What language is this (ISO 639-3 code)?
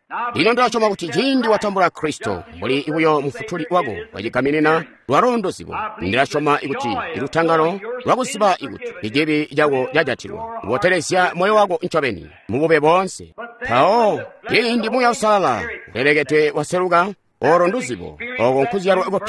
toi